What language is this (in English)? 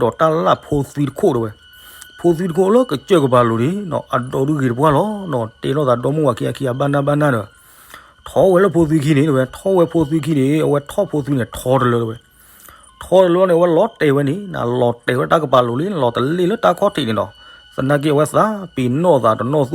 S'gaw Karen